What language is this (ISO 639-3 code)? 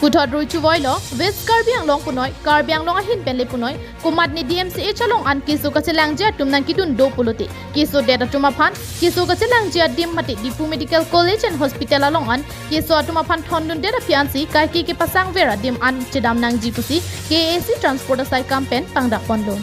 mjw